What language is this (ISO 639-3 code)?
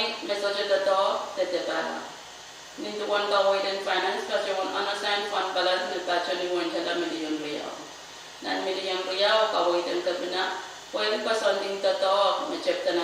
pon